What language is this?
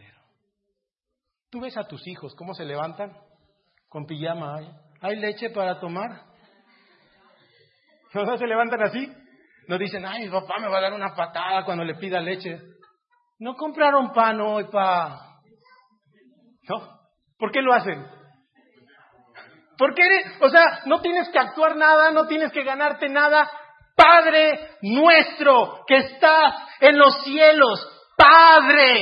Spanish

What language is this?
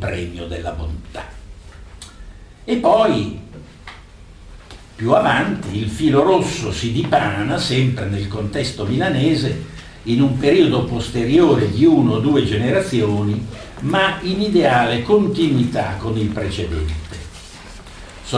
Italian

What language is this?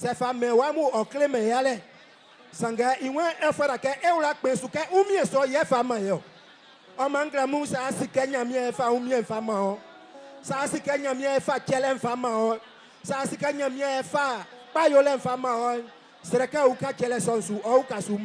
Baoulé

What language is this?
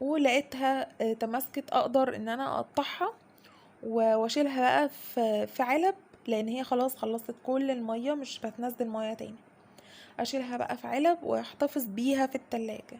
Egyptian Arabic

